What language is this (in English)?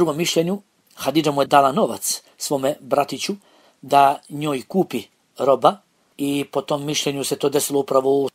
Bosnian